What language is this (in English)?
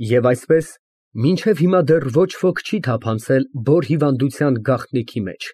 Armenian